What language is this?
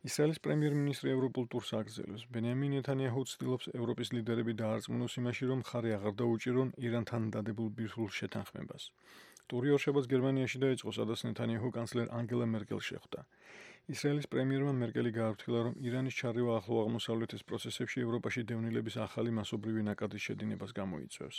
Georgian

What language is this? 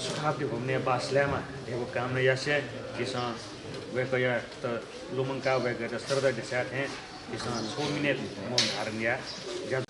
Newari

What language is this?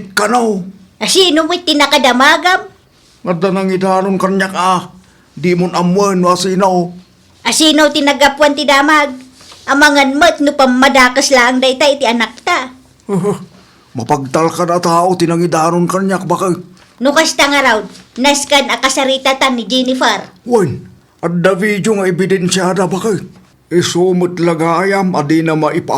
Iloko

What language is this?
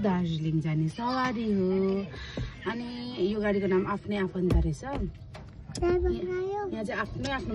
Nepali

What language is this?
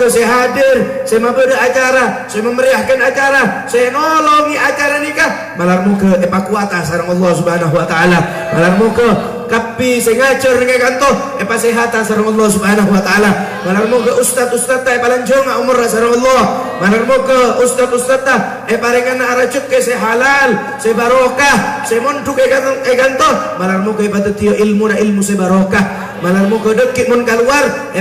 Madurese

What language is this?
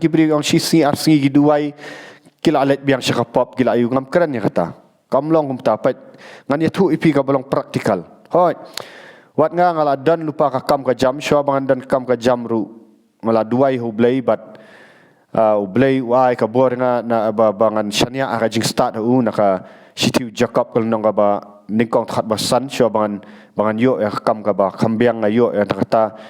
Khasi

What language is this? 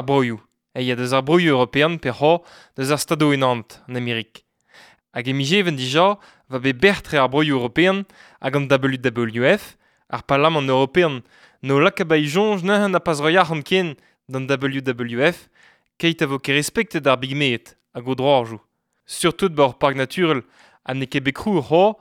Breton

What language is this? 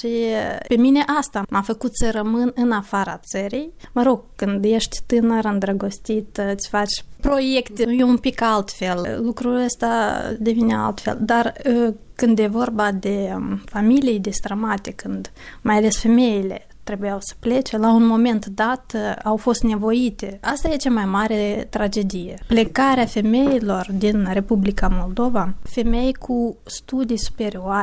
Romanian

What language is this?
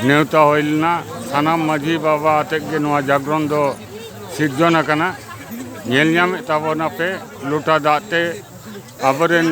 Santali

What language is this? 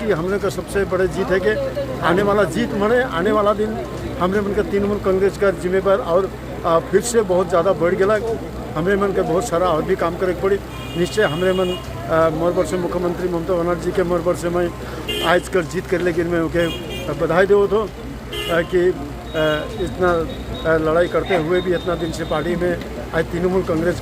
Sadri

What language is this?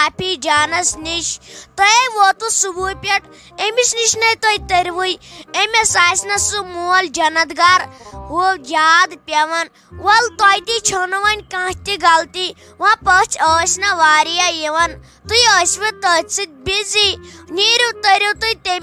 Kashmiri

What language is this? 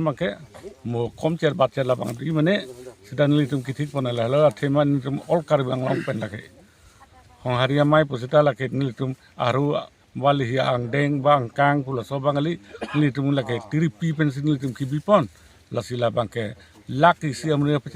Karbi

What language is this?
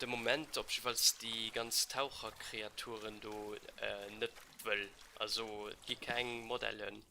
Luxembourgish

